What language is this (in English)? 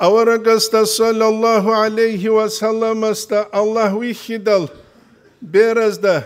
Avaric